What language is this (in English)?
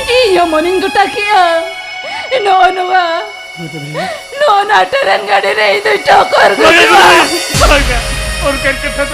Santali